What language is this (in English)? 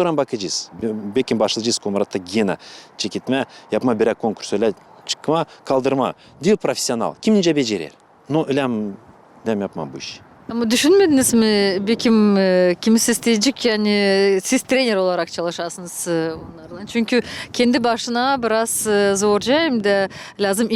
Gagauz